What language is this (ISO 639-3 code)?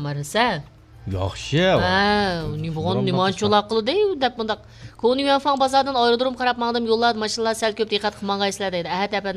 uig